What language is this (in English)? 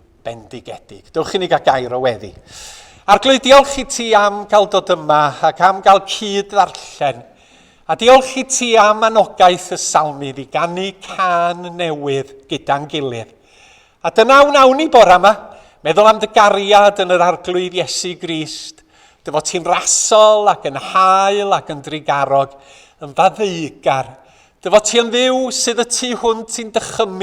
Welsh